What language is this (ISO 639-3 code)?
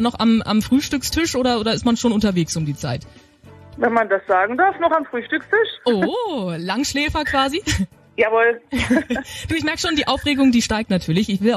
deu